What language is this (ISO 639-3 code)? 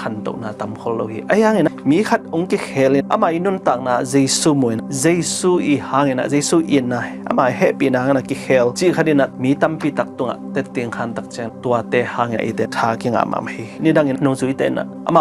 ctd